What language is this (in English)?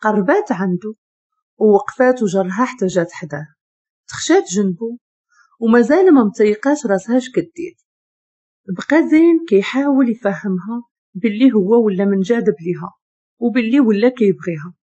Moroccan Arabic